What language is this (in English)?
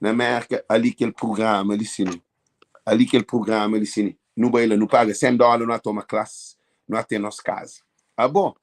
Kabuverdianu